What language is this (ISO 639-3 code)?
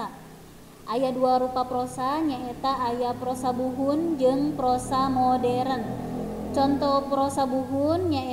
sun